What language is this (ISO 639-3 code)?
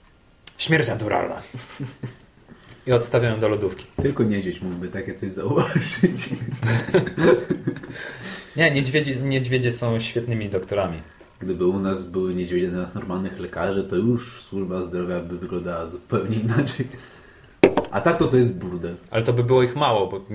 pol